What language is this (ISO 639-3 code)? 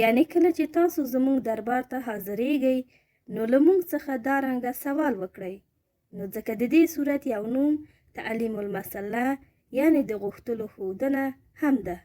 pus